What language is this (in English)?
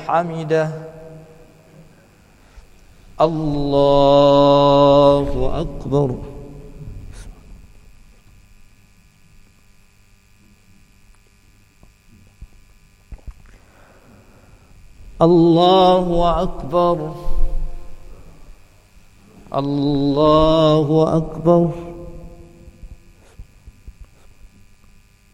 Urdu